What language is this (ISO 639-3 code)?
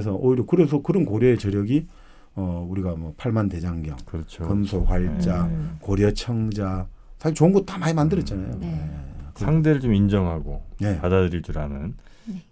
kor